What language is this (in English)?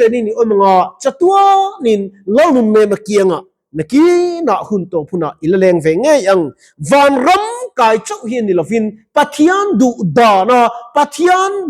Mizo